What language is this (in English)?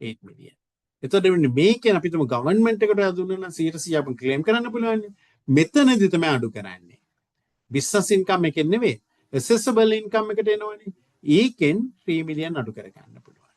Sinhala